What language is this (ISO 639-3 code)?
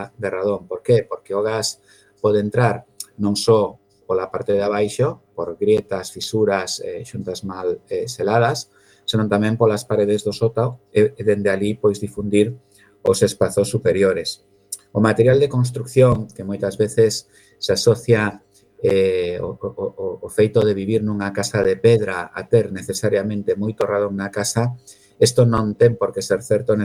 glg